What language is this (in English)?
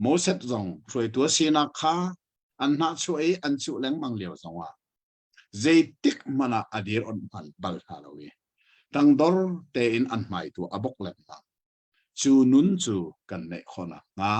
Hakha Chin